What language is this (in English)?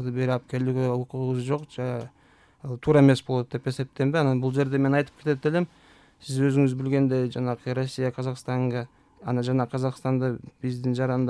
Kyrgyz